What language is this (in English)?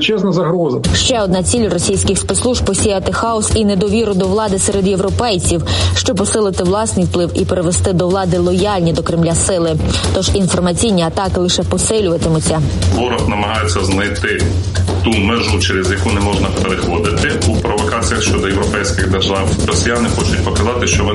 Ukrainian